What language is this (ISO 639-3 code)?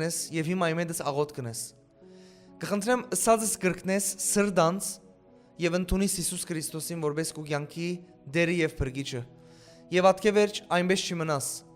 hyw